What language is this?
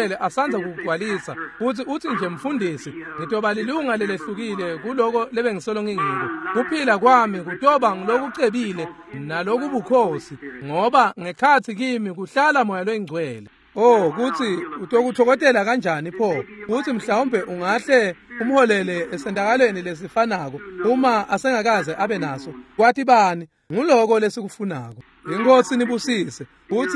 Swati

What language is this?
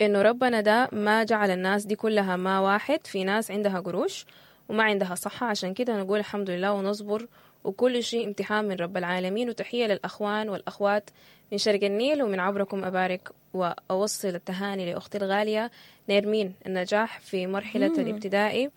Sudanese Arabic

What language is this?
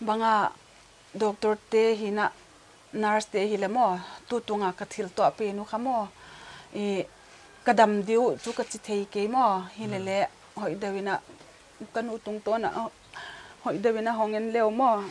Paite Chin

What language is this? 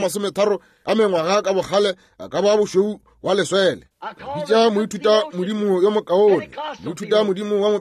Northern Sotho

